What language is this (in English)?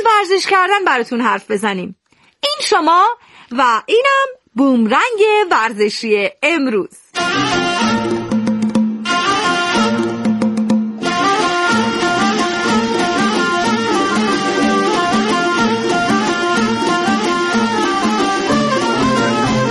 Persian